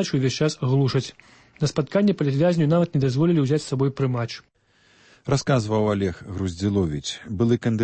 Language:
Belarusian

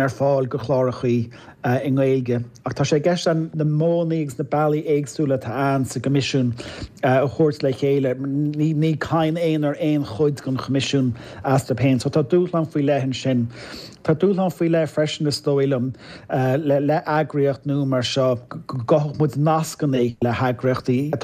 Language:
Irish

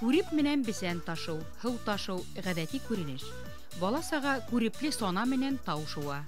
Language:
Bashkir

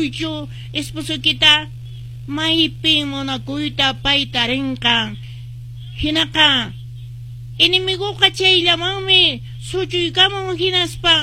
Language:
Quechua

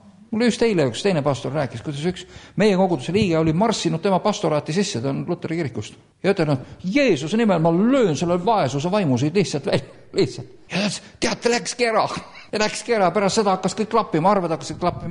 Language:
Estonian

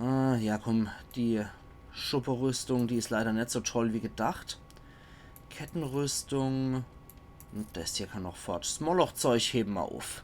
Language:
Palatine German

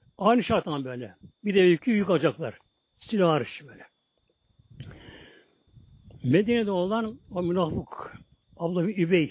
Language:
Turkish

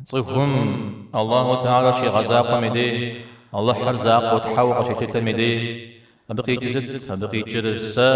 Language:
Kabardian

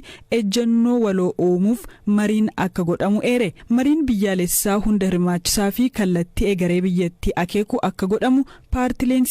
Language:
Oromo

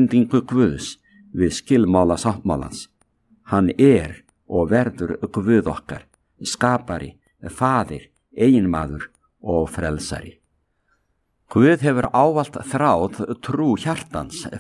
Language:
Icelandic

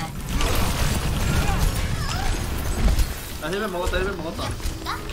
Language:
Korean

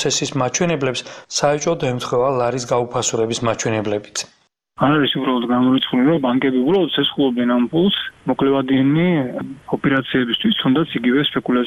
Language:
Georgian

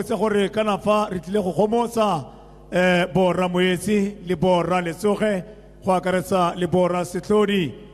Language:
Tswana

